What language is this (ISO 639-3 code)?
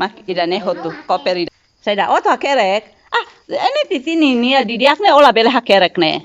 tet